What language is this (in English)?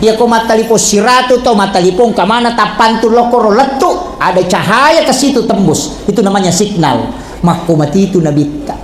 Buginese